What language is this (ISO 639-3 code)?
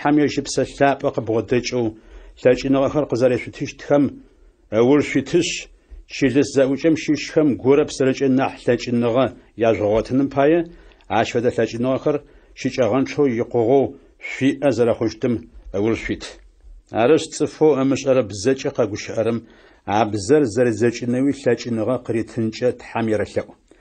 ady